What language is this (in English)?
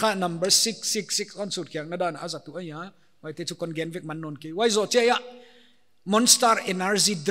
Paite Chin